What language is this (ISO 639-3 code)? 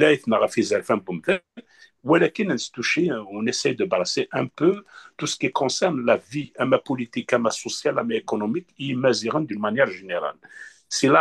kab